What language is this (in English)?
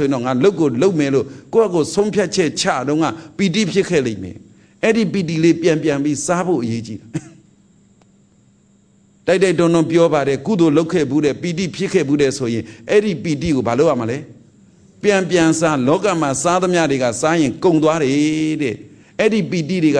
Burmese